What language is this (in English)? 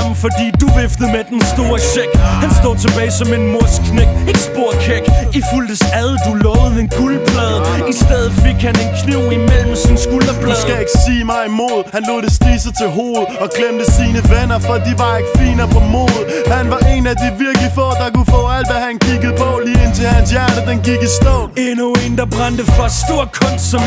Danish